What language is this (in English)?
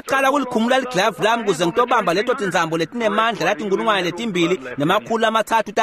Swati